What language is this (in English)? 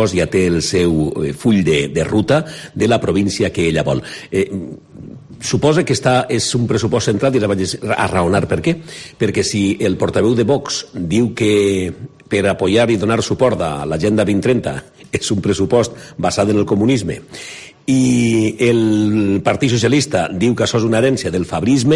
Catalan